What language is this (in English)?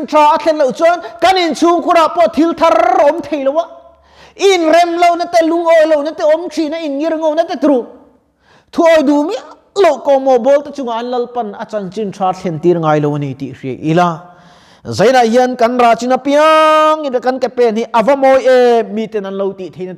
Mizo